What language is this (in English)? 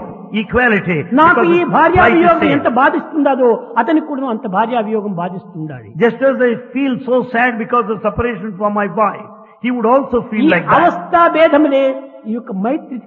Telugu